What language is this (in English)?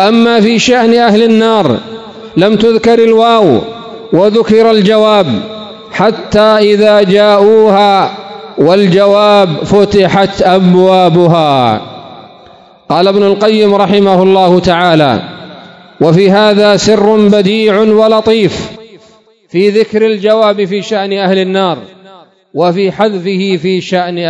Arabic